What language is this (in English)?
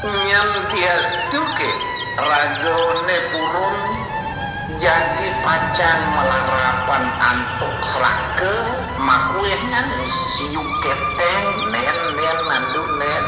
Balinese